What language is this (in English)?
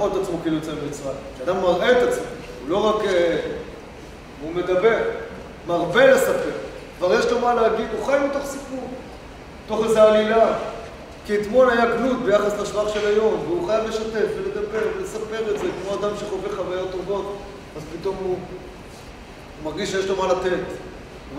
Hebrew